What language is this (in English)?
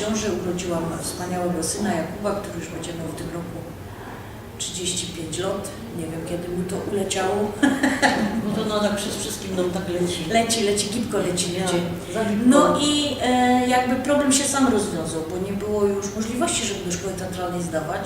Silesian